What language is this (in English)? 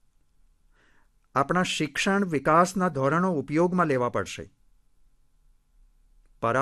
Gujarati